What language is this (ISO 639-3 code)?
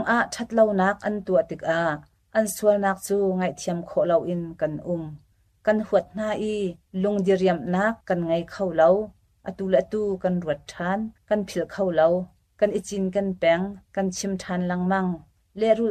cnh